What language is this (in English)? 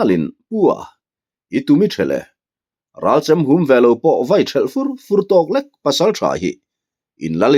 Mizo